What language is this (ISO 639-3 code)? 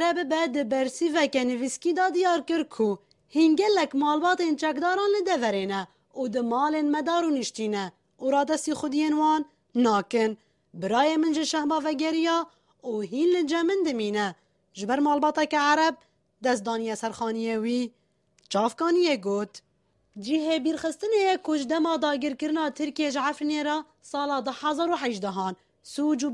kur